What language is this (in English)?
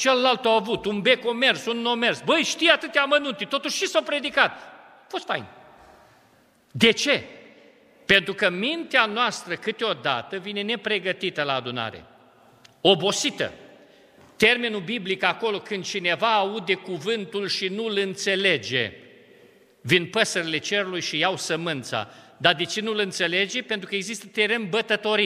Romanian